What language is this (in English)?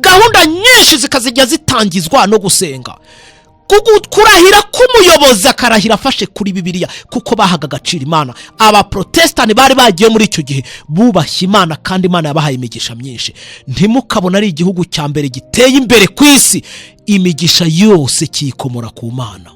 Kinyarwanda